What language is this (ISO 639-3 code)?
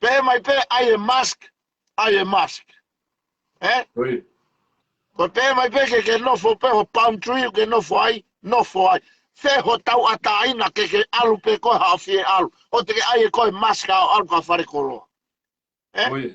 ton